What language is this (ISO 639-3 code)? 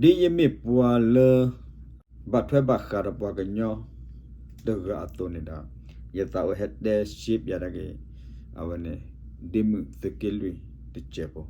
ksw